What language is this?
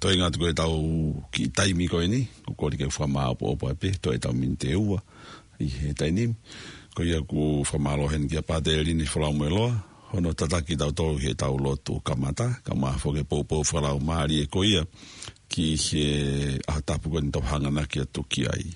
Tongan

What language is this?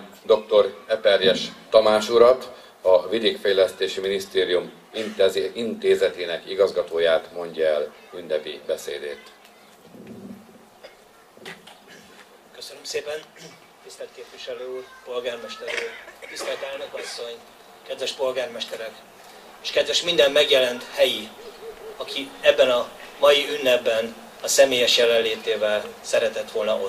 Hungarian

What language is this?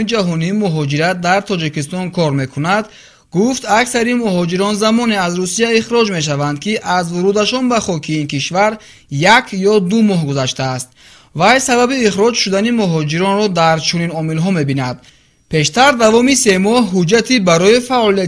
Tajik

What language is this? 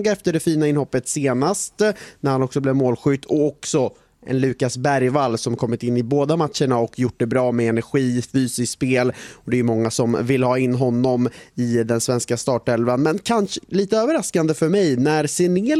Swedish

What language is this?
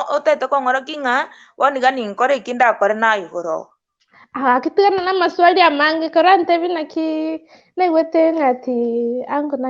Gusii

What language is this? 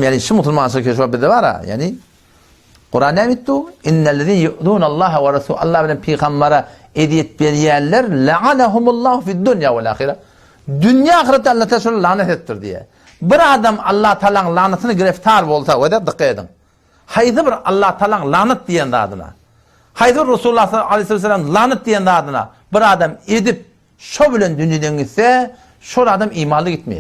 Turkmen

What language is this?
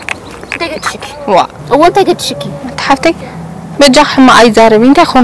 Tigrinya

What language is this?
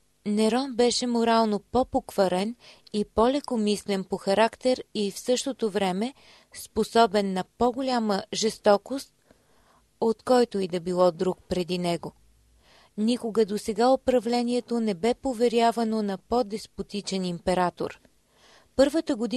Bulgarian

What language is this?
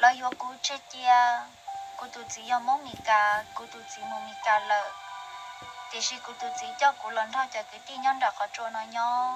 Hmong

